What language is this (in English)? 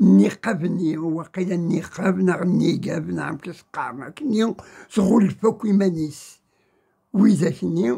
Kabyle